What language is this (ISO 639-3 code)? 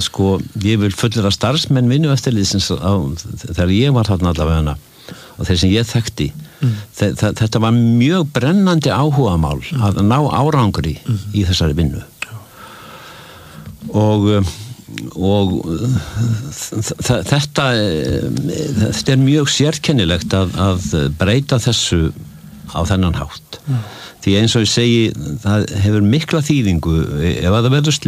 isl